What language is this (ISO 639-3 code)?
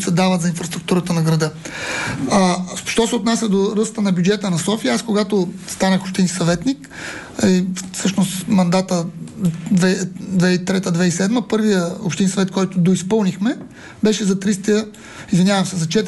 bul